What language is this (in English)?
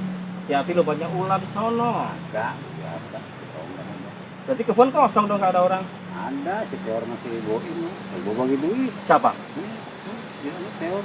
Betawi